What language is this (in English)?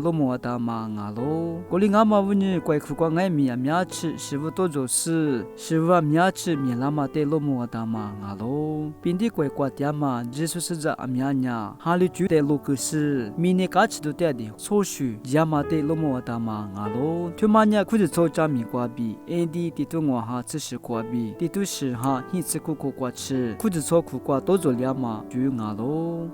Lisu